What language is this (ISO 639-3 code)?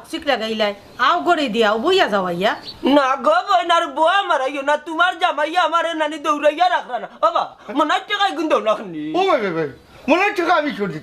syl